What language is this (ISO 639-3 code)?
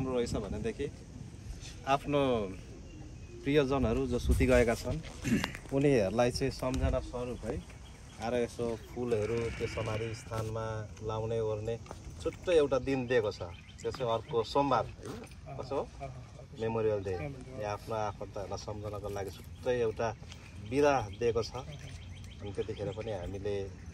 nep